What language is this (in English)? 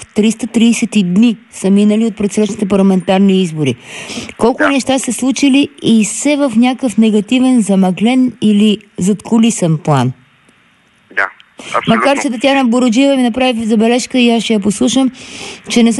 Bulgarian